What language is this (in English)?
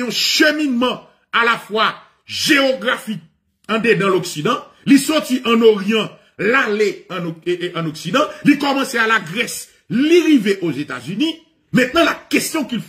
French